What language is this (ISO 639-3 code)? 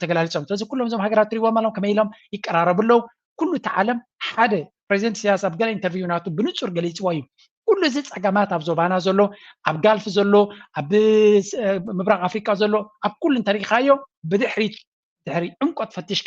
tir